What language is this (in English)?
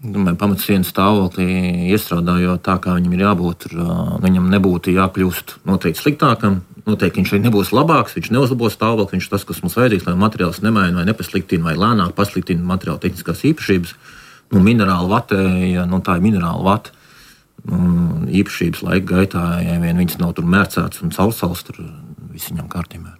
Latvian